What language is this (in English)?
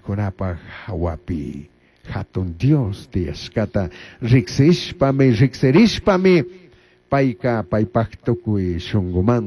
Chimborazo Highland Quichua